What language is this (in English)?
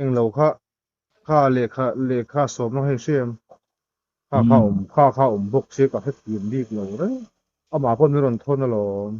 Mizo